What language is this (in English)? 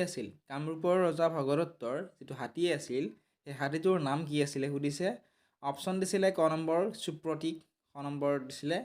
Assamese